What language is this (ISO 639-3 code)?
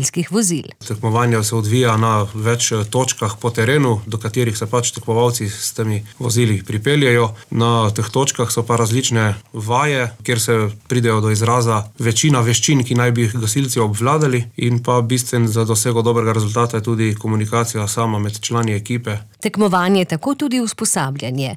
slv